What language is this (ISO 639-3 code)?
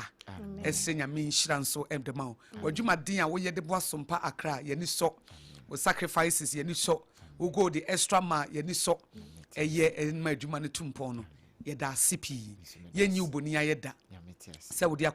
aka